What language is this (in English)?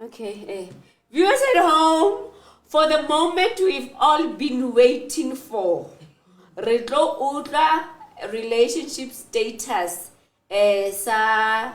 Southern Sotho